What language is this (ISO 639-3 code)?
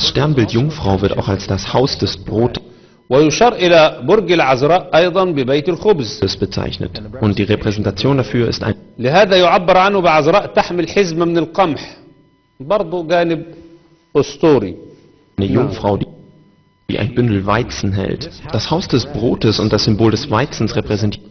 arz